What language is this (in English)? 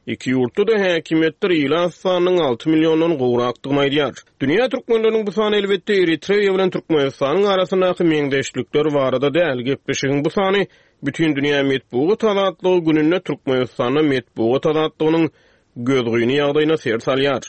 Turkmen